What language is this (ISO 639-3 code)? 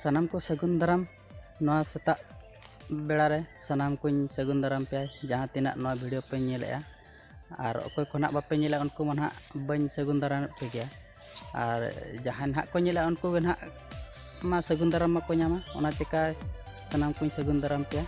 sat